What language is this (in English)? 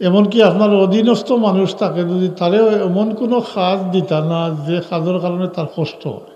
Sylheti